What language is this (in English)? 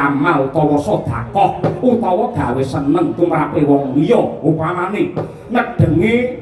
Javanese